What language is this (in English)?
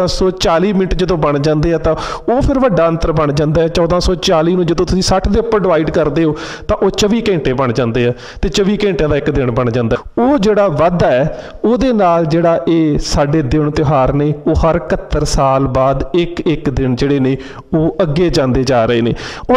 Punjabi